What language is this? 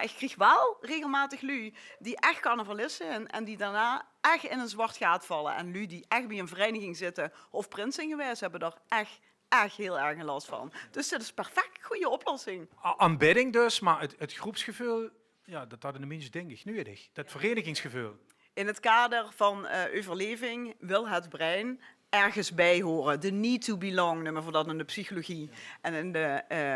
Limburgish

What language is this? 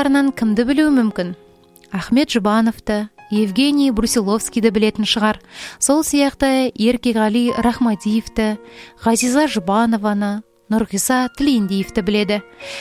Kazakh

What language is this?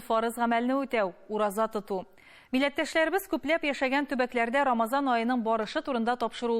Tatar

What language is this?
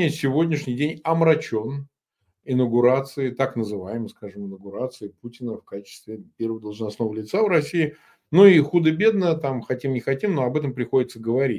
Russian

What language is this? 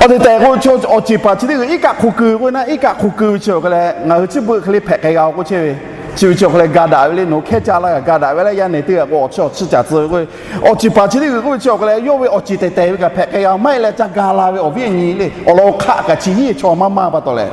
Lahu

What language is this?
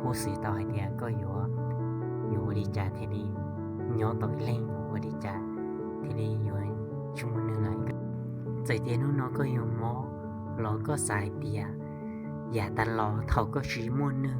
Hmong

